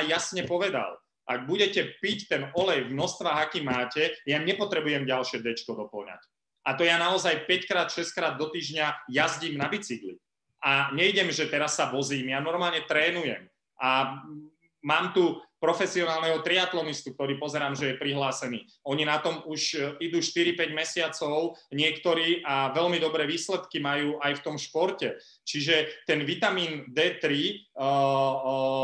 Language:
Slovak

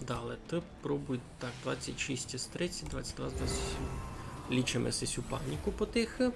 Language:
Rusyn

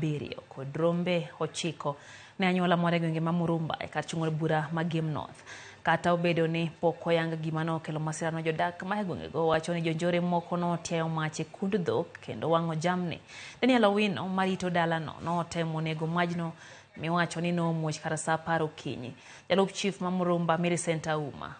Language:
Luo (Kenya and Tanzania)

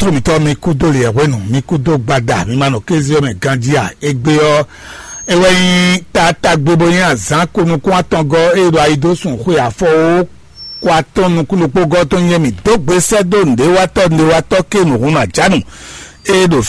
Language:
Fon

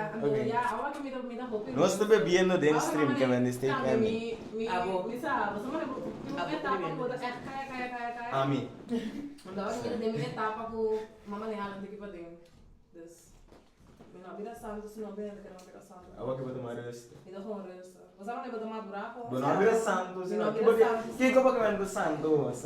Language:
Papiamento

